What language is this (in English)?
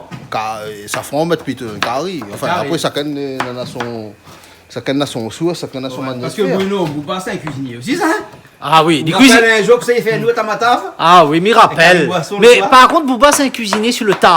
Réunion Creole French